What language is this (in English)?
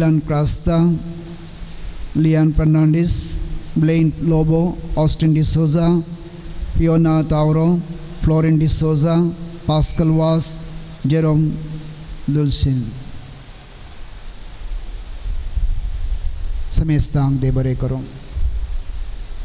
Konkani